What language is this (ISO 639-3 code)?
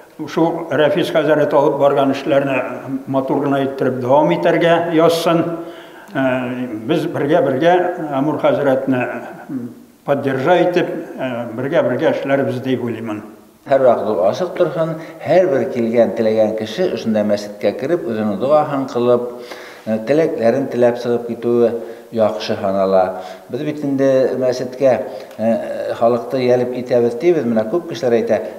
bak